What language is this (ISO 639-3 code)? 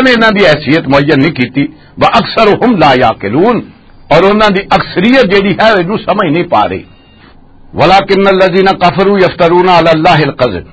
lah